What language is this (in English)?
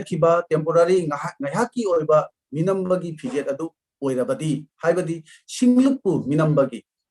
Manipuri